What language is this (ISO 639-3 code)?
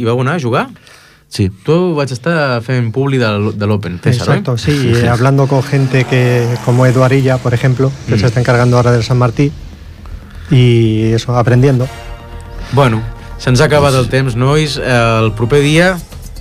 cat